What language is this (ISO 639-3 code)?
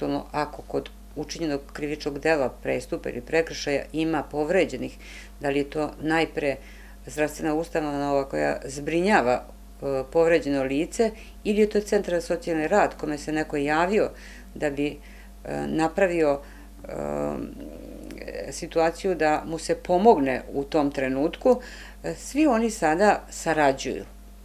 srp